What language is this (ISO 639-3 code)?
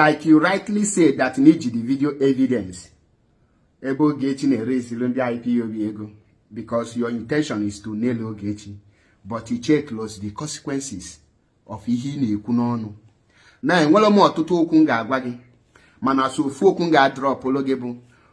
ibo